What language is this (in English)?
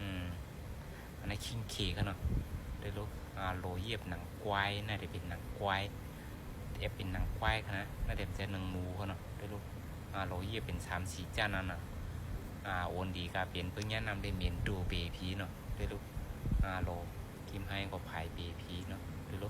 Shan